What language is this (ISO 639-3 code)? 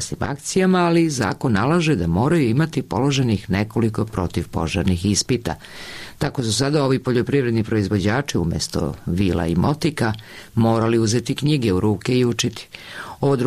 srp